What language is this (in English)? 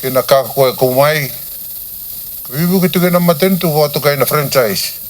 Fijian